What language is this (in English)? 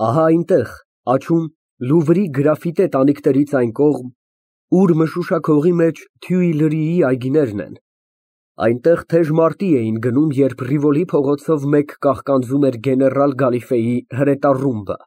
Armenian